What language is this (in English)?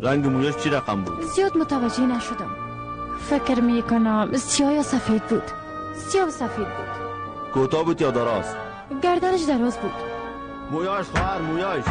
Persian